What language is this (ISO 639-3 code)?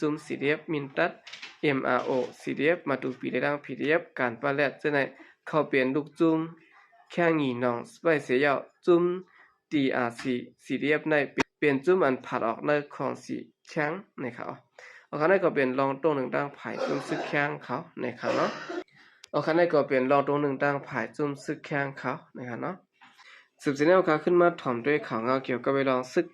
shn